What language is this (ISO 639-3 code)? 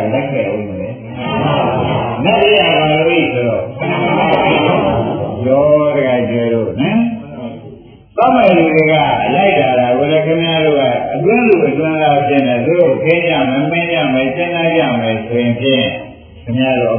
mya